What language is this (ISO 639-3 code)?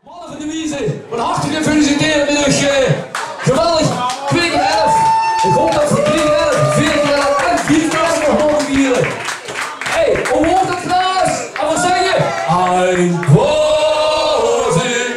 lim